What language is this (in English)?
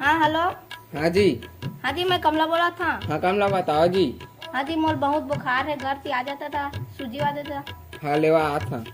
Chhattisgarhi